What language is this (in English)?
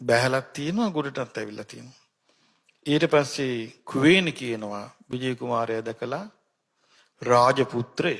Sinhala